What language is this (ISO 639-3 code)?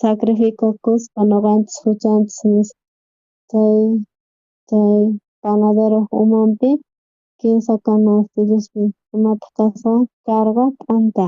quh